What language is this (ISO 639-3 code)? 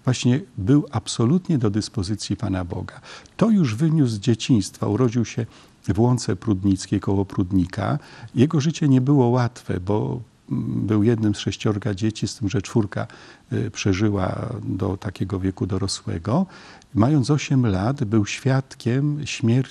pol